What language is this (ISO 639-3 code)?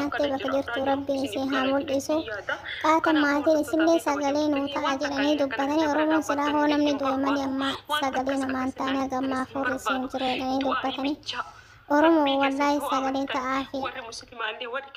orm